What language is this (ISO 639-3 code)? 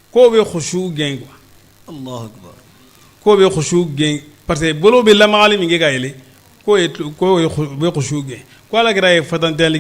bam